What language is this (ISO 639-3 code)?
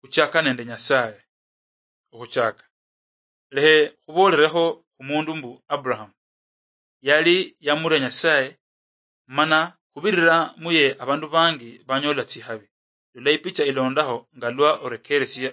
luy